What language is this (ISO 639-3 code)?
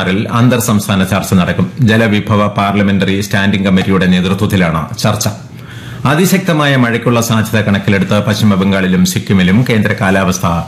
mal